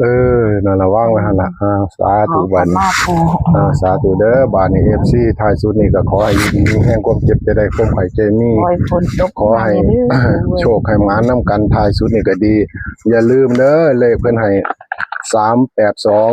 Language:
Northeastern Thai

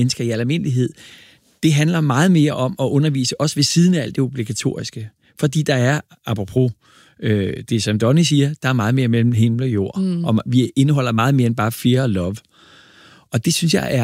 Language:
Danish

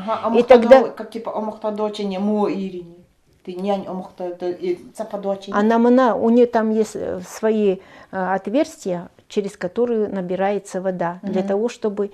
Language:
Nanai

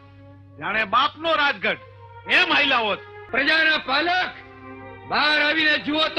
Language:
Gujarati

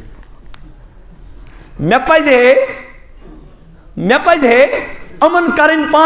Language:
Kashmiri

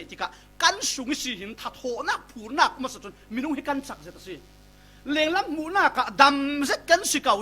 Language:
Falam Chin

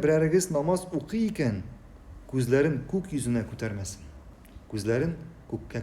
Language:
Tatar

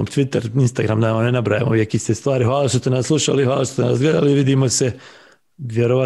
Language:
Bosnian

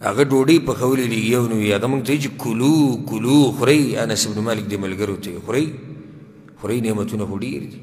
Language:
Pashto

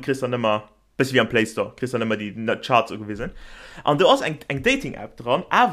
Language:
Luxembourgish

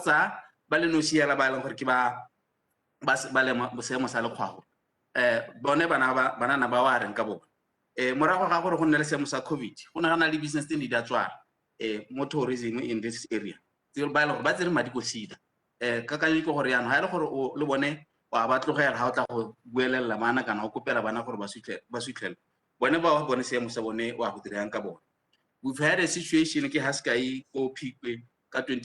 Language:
Tswana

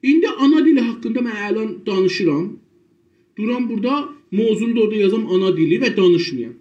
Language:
South Azerbaijani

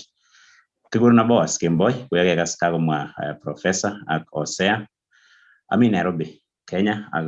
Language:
Kalenjin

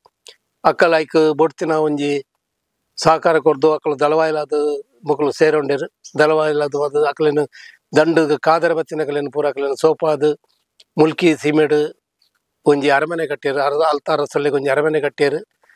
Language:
Tulu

